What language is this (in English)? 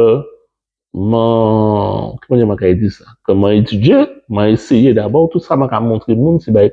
Guadeloupean Creole French